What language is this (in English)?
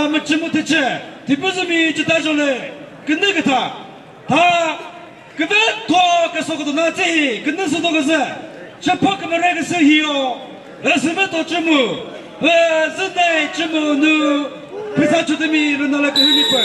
Chokri Naga